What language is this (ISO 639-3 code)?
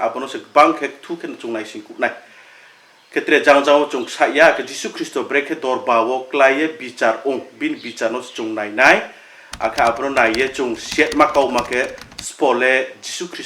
ria